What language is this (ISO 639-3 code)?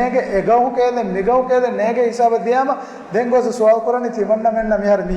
div